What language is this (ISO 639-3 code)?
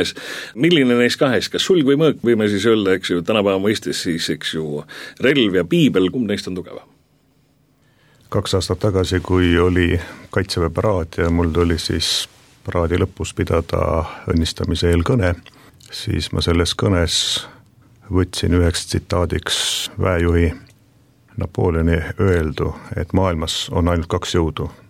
est